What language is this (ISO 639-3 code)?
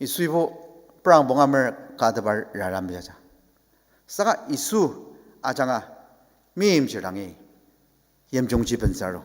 njo